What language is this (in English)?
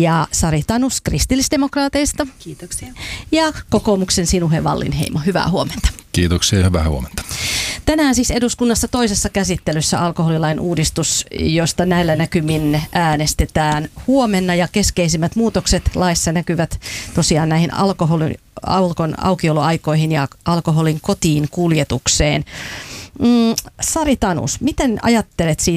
Finnish